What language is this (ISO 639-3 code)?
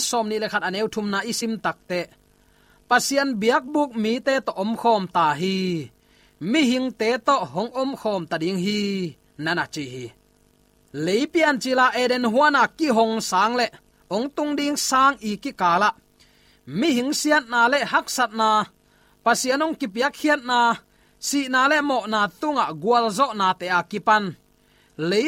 ctd